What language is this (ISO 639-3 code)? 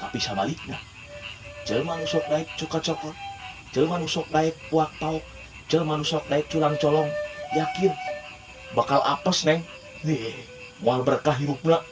sun